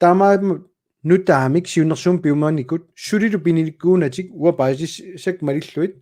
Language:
Kalaallisut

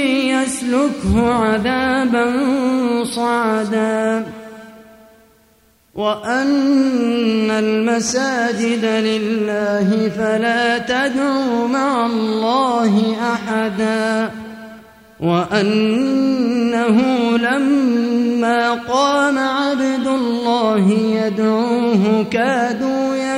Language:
Arabic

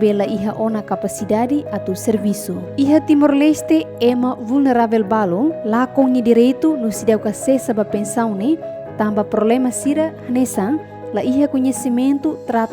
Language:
Tetum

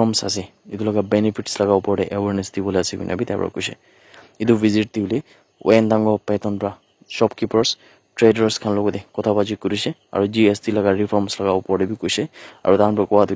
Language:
Naga Pidgin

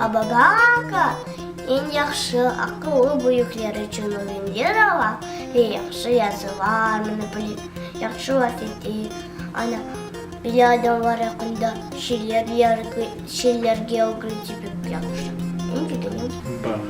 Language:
Crimean Tatar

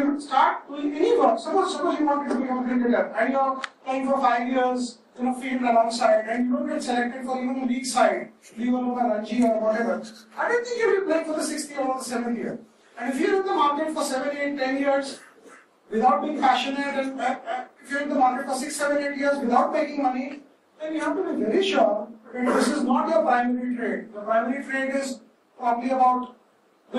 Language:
English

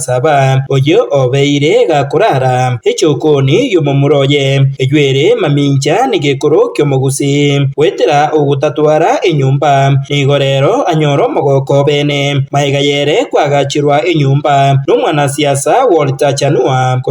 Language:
Gusii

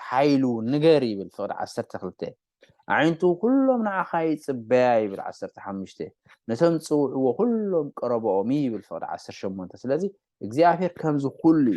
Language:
Tigrinya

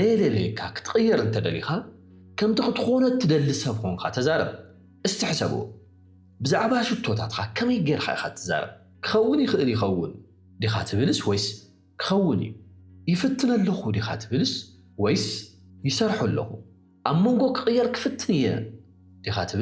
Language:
Tigrinya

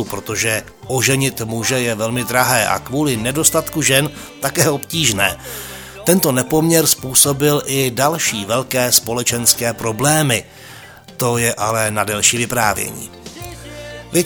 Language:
Czech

